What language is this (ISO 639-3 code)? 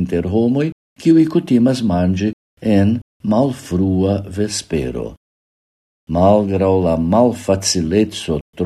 epo